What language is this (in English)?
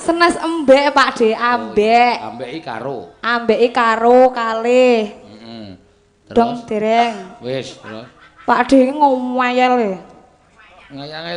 Javanese